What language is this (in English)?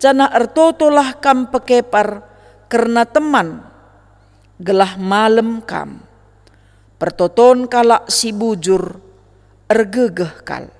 Batak Karo